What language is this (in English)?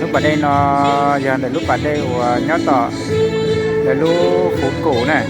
Hmong